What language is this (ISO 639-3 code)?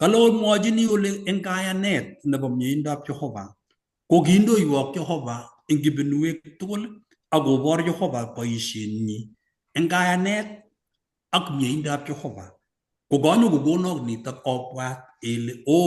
kln